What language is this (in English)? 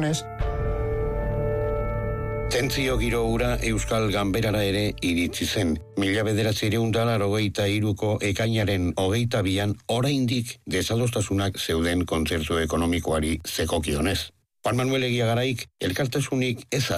Basque